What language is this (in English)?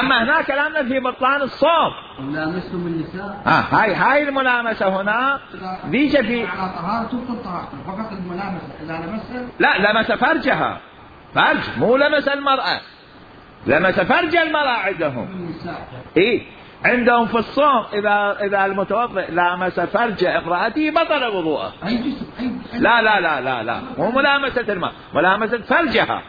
Mesopotamian Arabic